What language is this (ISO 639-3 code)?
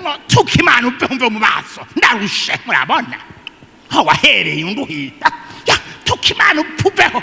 run